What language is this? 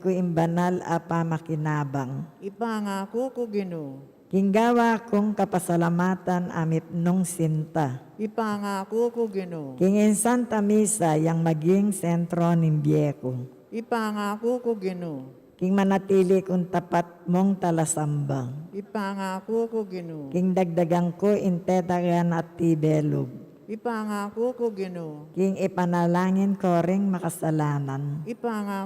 Pampanga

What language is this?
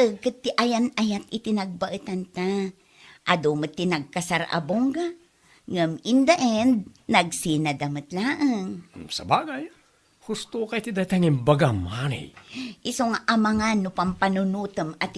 Iloko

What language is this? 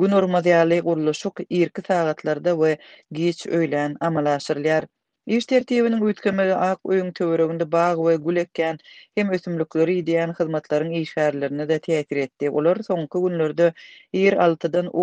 Turkmen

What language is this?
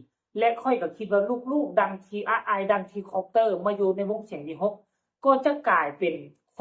Northeastern Thai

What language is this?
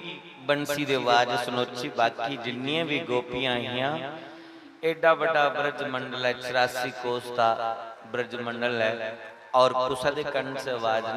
Dogri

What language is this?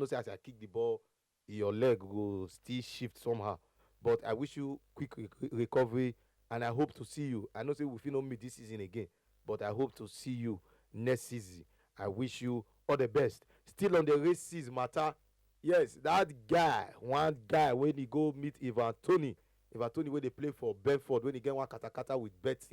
Nigerian Pidgin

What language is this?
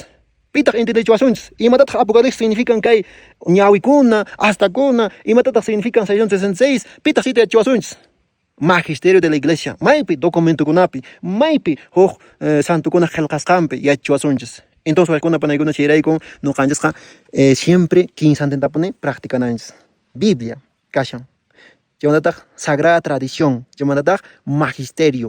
Quechua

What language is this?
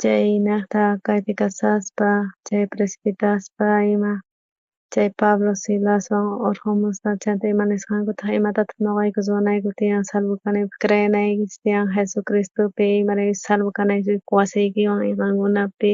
South Bolivian Quechua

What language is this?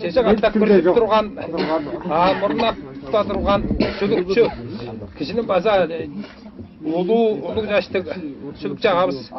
Tuvinian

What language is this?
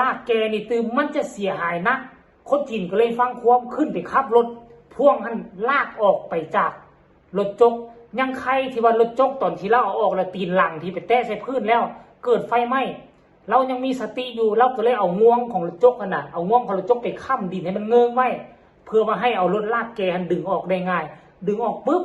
Lao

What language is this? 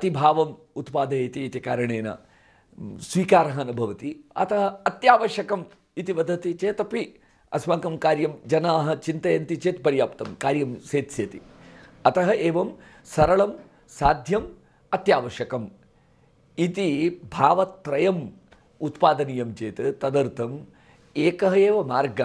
Sanskrit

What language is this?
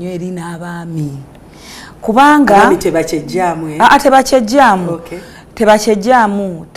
Ganda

